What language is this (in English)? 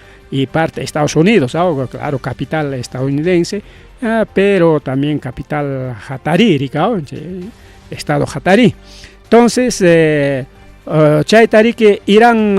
Ayacucho Quechua